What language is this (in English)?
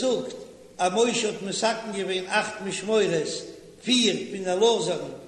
Yiddish